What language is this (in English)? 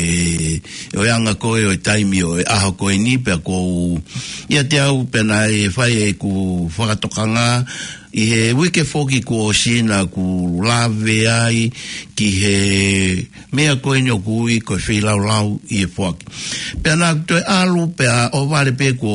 Tongan